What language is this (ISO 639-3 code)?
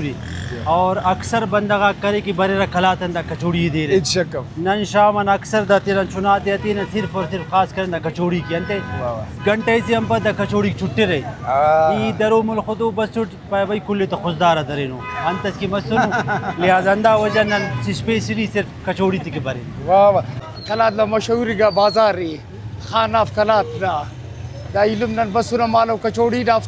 brh